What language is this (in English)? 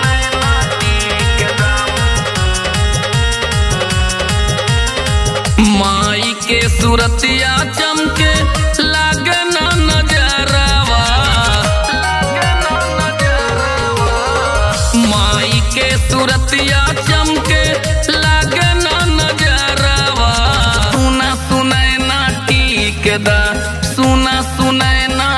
Bhojpuri